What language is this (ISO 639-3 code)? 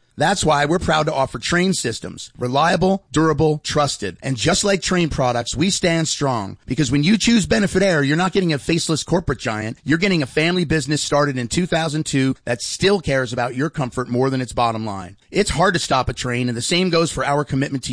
eng